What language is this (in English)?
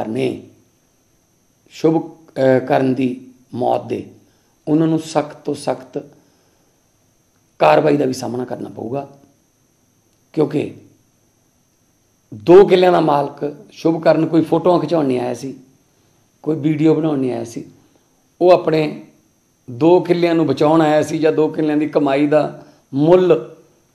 Punjabi